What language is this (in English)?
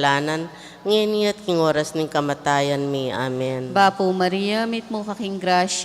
Pampanga